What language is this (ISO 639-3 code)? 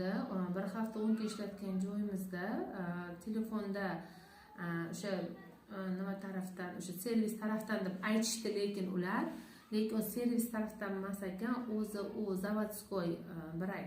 uzb